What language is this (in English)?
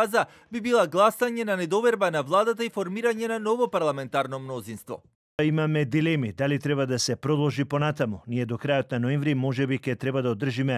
Macedonian